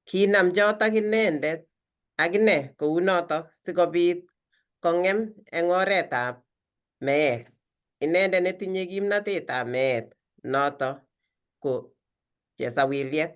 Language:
Kalenjin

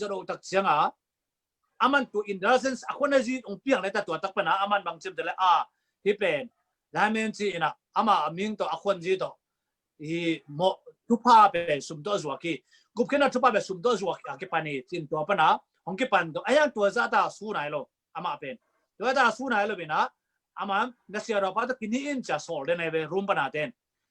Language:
Tedim Chin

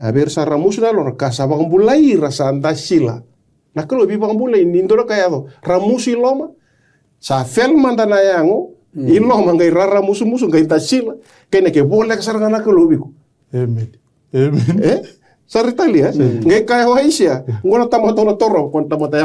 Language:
Fijian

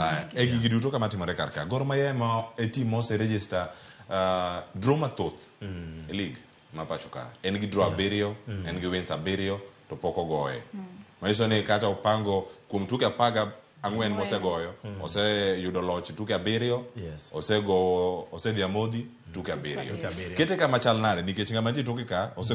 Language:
Luo (Kenya and Tanzania)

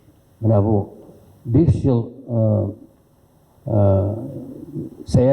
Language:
Tatar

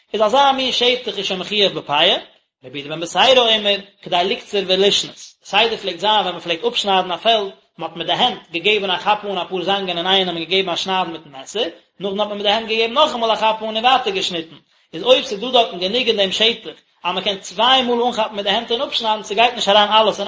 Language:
Yiddish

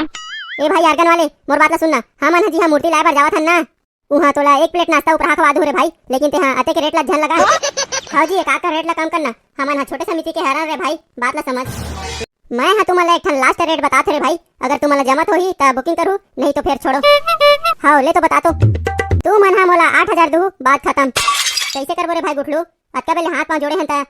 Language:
Chhattisgarhi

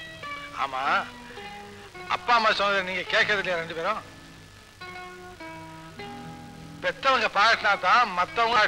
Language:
Tamil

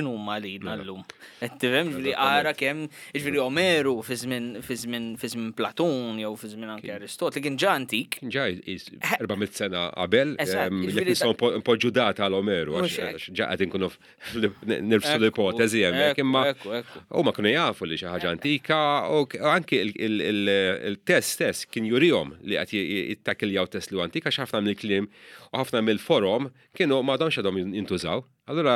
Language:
Maltese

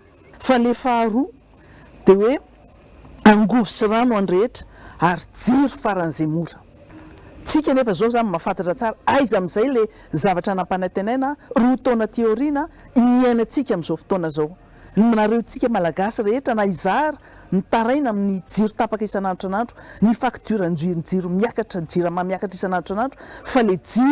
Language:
Malagasy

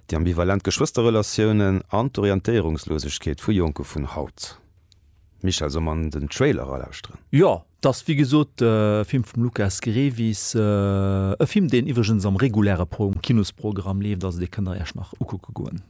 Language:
Luxembourgish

